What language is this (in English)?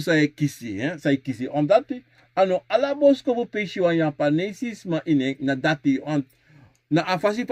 Sranan Tongo